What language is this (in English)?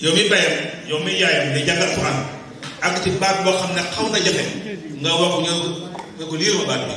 Wolof